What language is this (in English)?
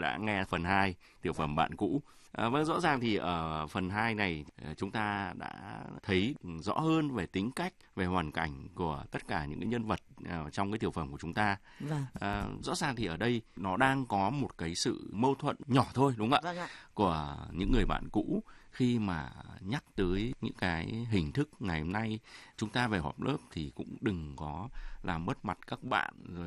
Vietnamese